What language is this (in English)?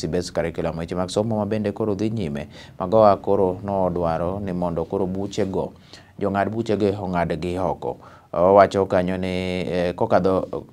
Luo (Kenya and Tanzania)